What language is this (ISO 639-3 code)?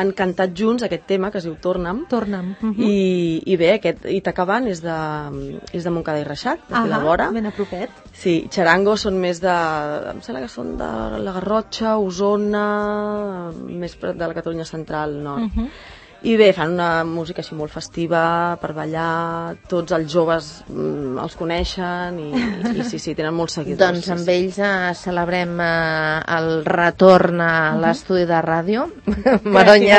cat